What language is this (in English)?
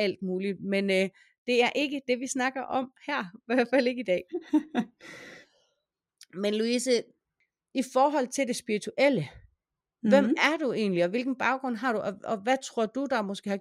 Danish